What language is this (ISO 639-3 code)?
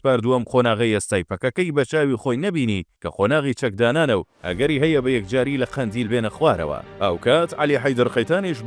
ckb